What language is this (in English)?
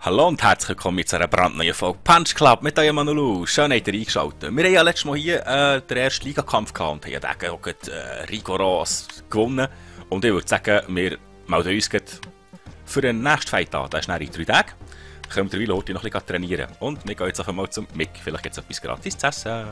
Swiss German